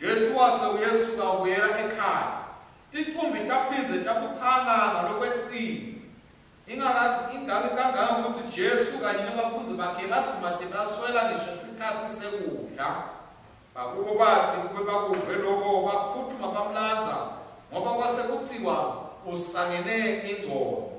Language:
Swati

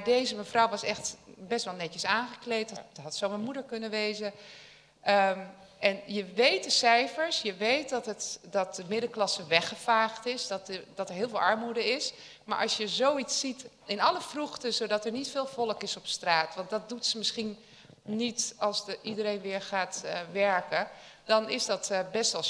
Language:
Dutch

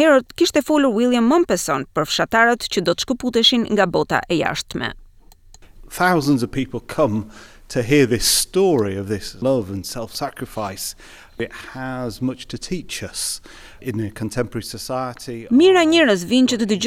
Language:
Albanian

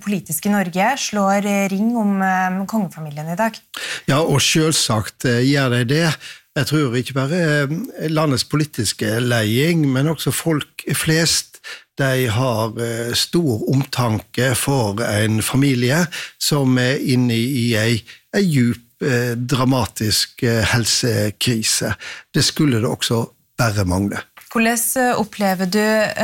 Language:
Norwegian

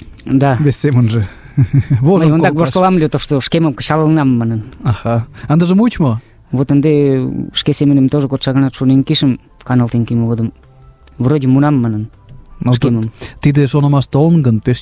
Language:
Mari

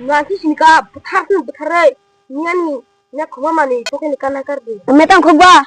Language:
Kok Borok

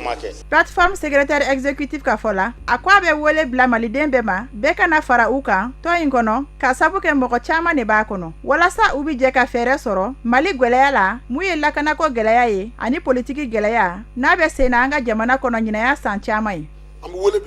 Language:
Bambara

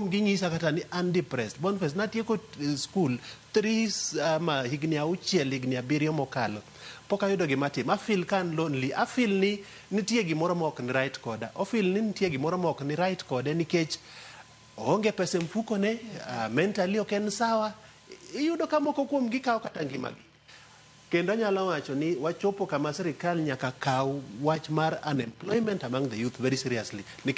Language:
Luo (Kenya and Tanzania)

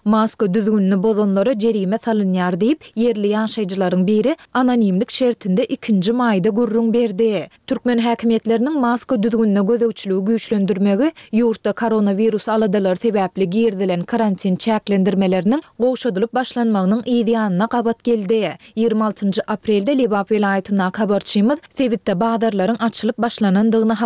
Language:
Turkmen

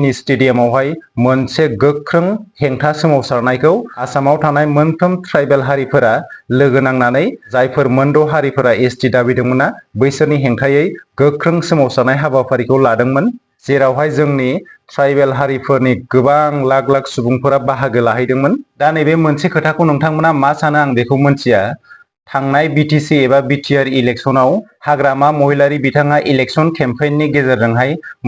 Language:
Bodo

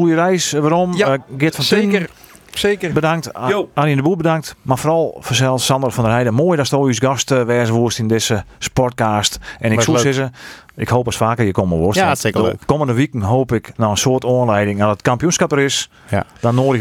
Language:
Western Frisian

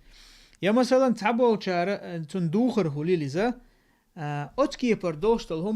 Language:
Chechen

